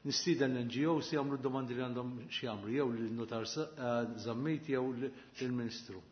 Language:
Maltese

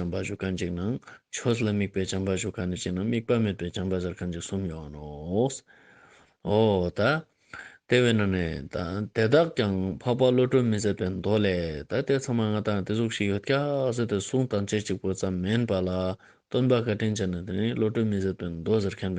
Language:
Ladakhi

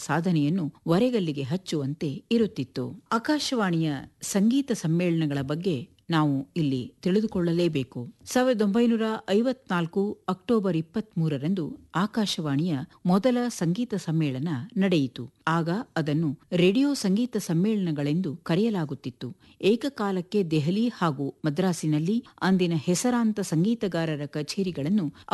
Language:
Kannada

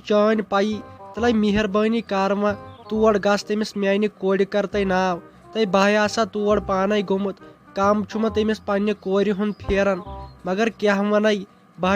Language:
Kashmiri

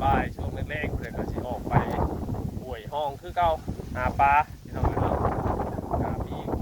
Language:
Northeastern Thai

